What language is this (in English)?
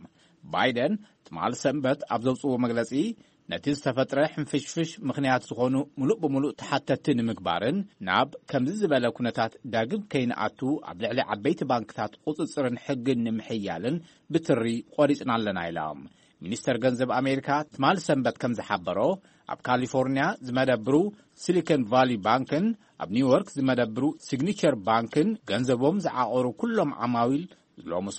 Tigrinya